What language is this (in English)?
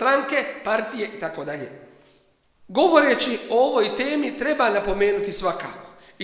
Bosnian